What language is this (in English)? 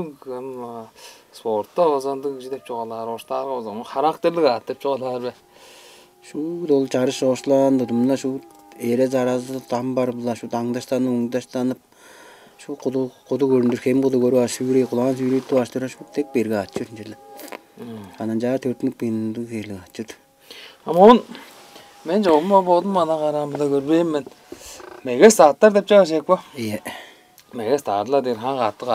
Tuvinian